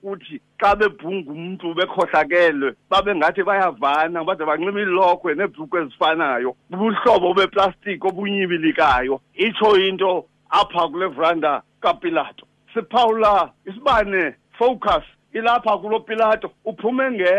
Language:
Xhosa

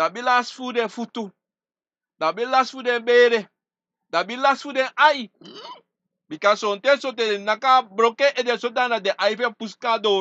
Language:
Sranan Tongo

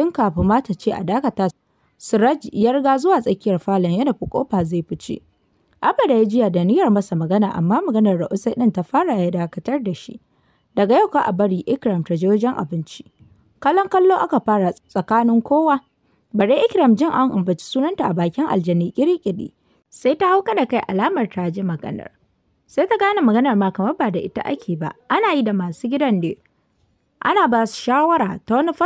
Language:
Hausa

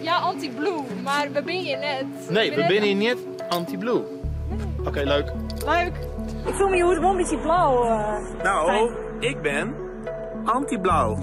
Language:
Western Frisian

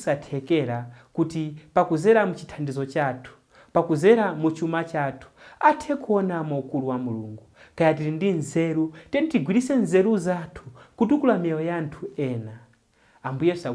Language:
Nyanja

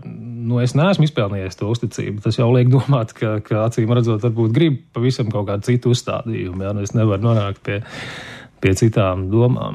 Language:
Latvian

